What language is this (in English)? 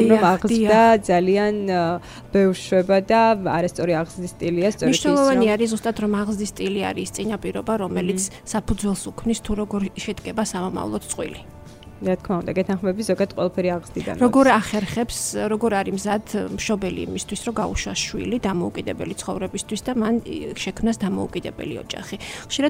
Georgian